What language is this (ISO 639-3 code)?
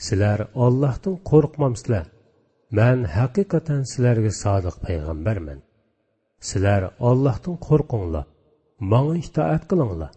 uig